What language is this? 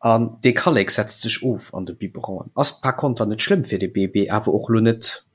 Luxembourgish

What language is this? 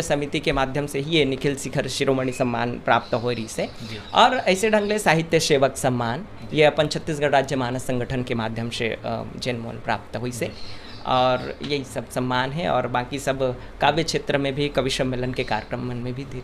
Chhattisgarhi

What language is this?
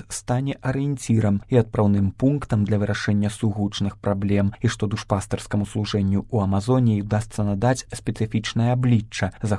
Belarusian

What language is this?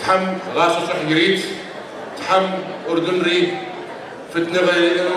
North Levantine Arabic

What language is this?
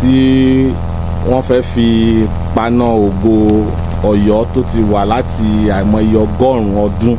Yoruba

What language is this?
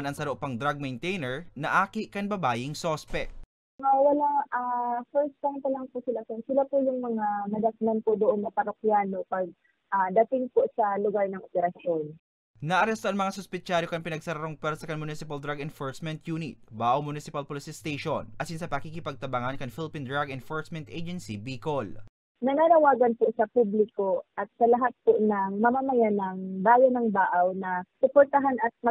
Bikol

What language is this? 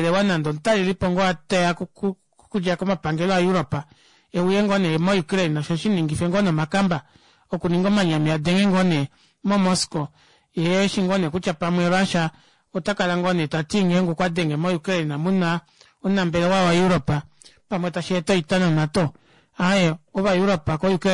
Kuanyama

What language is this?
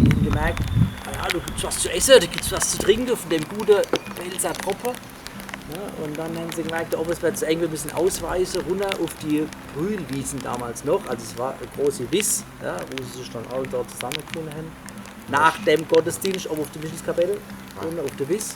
Palatine German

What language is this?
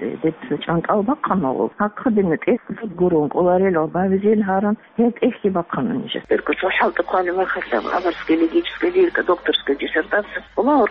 Avaric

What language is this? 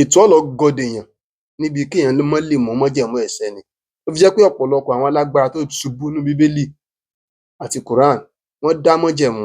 Yoruba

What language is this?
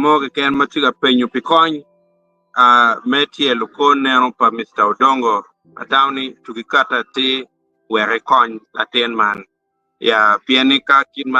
Acoli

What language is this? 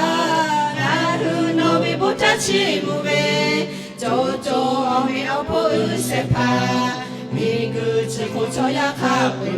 Lahu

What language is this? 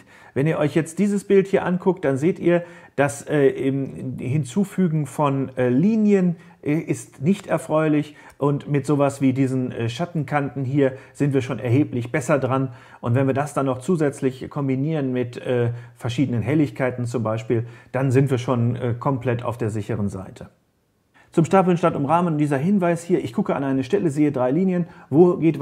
German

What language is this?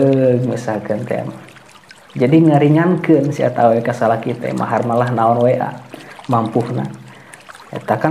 Sundanese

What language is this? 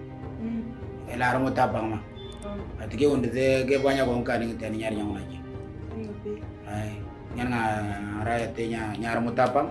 Moro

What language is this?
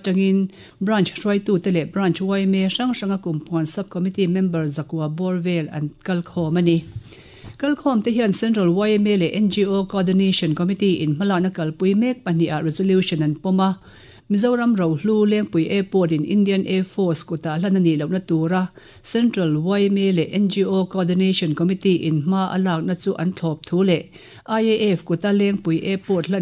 Mizo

